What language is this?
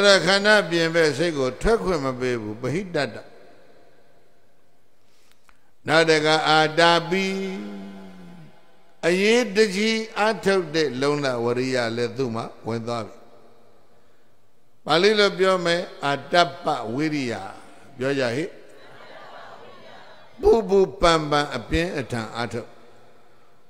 Burmese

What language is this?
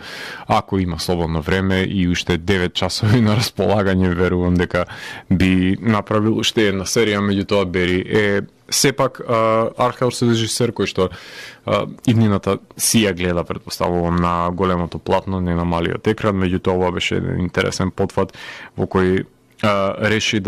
Macedonian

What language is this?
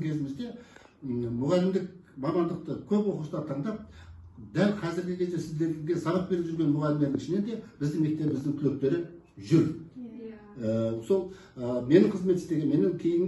Kazakh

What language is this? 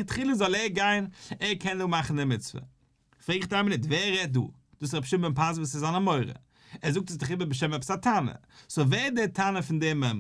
Yiddish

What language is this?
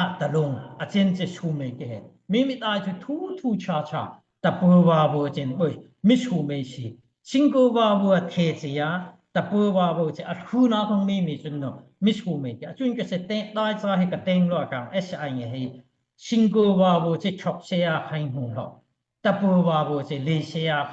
Daai Chin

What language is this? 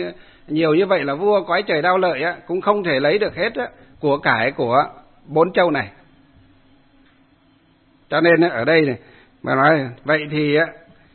Vietnamese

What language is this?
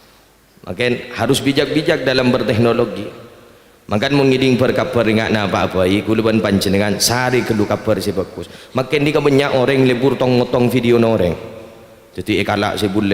Madurese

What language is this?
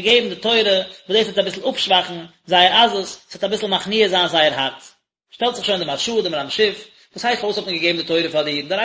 Yiddish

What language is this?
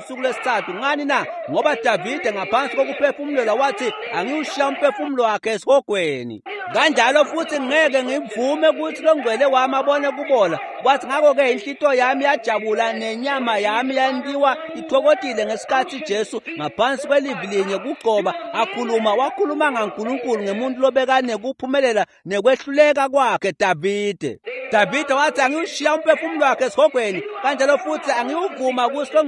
Swati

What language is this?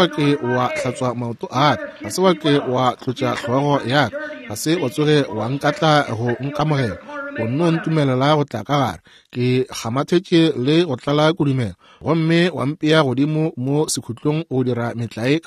Northern Sotho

